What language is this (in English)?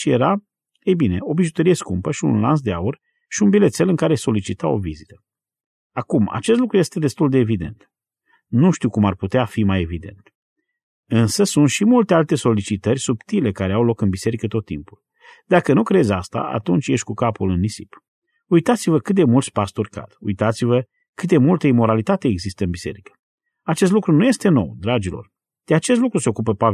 Romanian